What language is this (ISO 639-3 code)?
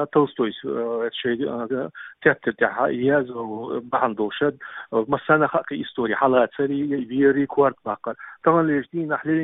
che